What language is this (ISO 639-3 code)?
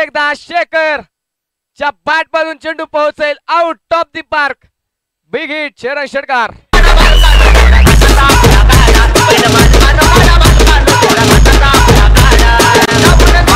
mar